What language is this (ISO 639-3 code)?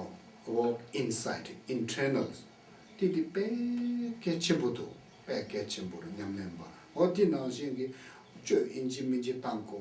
bod